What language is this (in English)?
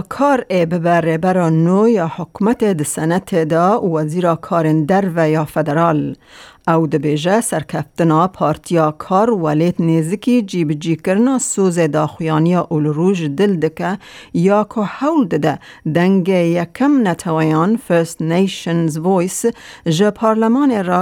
Kurdish